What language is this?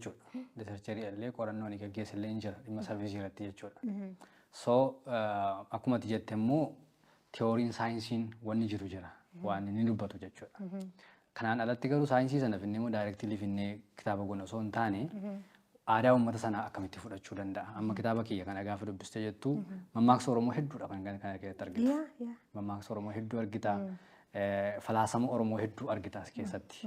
Oromo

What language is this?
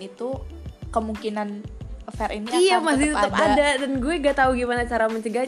Indonesian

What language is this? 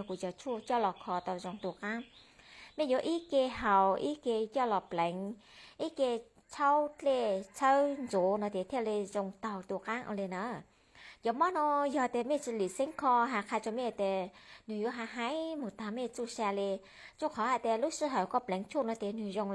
Hmong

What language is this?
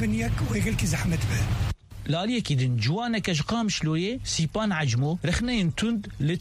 Kurdish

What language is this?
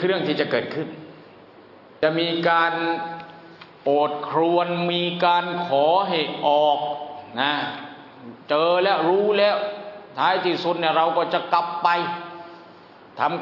Thai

